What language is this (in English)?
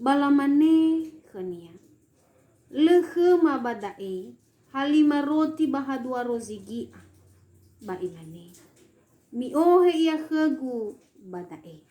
Nias